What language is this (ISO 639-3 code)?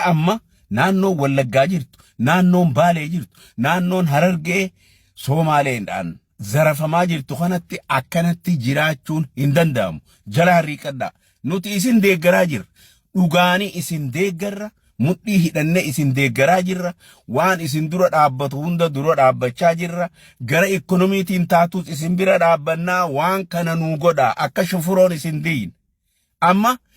orm